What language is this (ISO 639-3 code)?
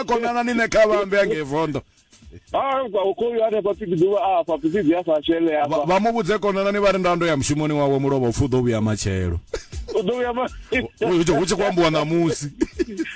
ven